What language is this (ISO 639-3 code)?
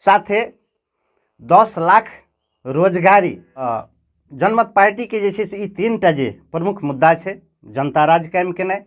mai